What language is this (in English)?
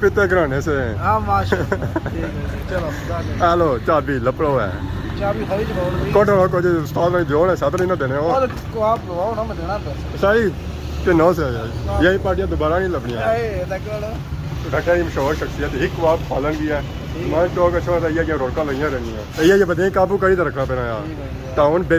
Pahari-Potwari